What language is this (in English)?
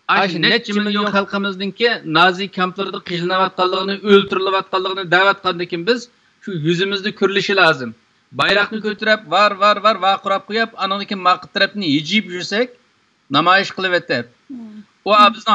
Uyghur